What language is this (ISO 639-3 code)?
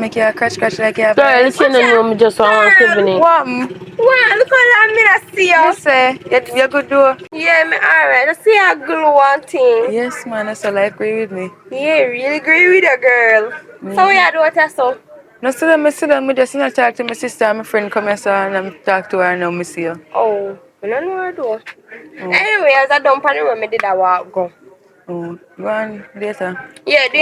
jam